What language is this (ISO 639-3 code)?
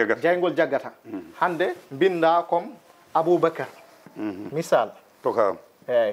ful